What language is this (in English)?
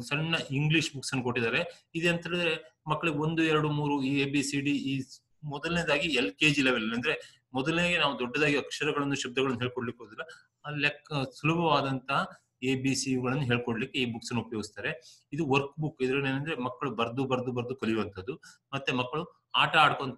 Kannada